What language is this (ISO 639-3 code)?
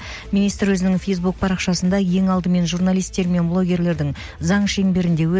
kaz